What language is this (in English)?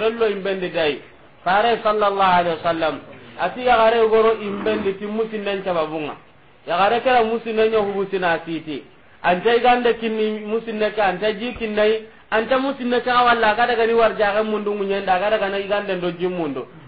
Soninke